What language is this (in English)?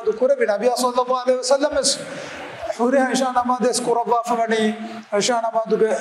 Divehi